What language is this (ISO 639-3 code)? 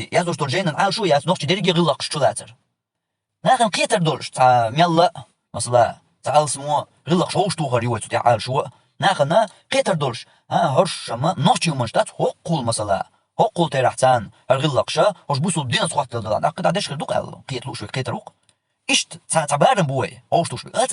che